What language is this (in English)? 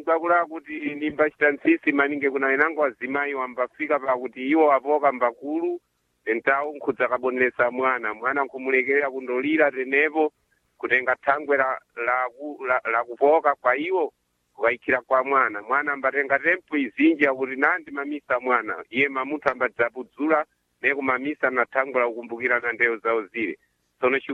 Sena